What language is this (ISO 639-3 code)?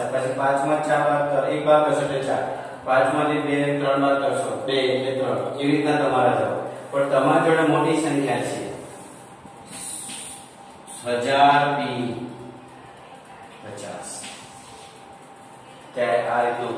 guj